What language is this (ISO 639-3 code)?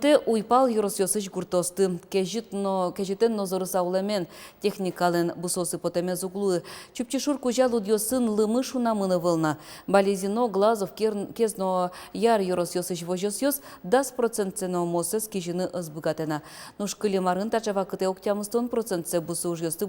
udm